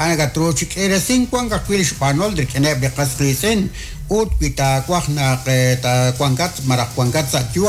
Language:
Kekchí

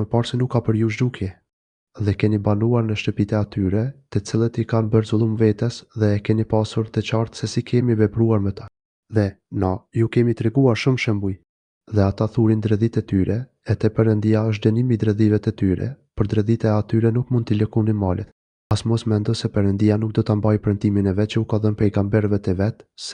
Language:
Albanian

